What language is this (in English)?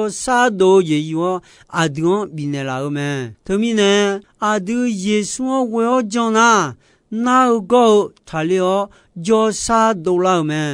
Akha